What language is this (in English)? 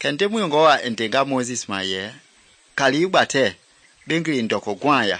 Mende